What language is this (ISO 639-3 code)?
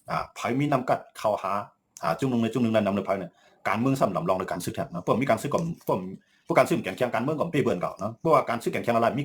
shn